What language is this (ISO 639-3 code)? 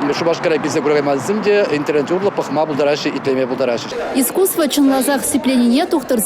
chv